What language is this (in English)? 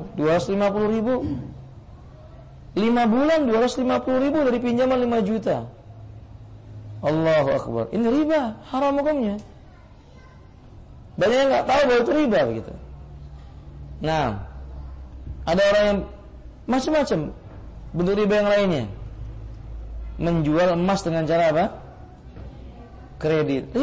Indonesian